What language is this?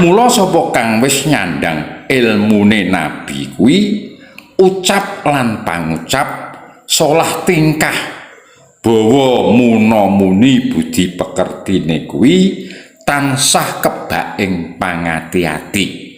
Javanese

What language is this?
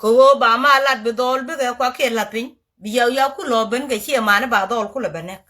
Nuer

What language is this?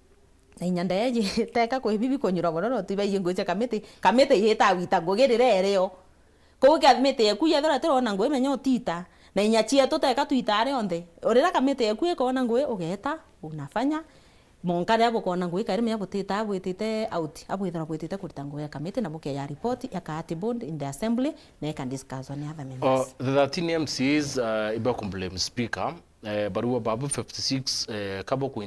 Meru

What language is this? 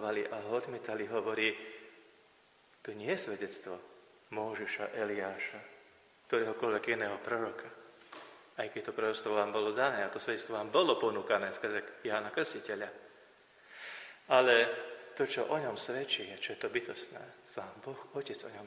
Slovak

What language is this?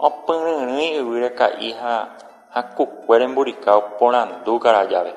Guarani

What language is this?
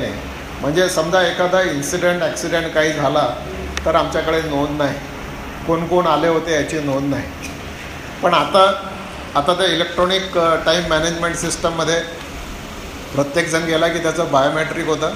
Marathi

